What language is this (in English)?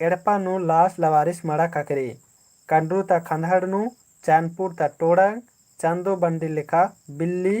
Kurukh